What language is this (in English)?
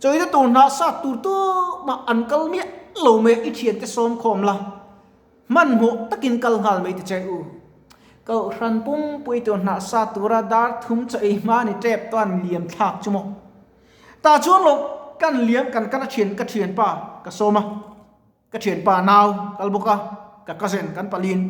Mizo